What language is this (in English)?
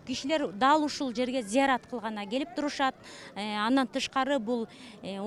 Kyrgyz